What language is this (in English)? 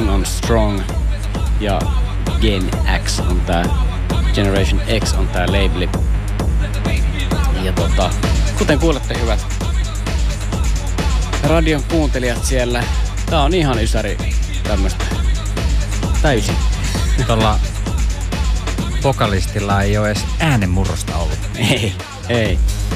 Finnish